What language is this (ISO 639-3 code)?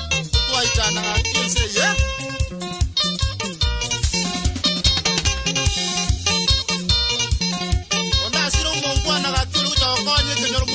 swa